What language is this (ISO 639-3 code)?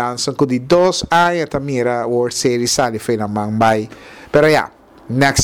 pap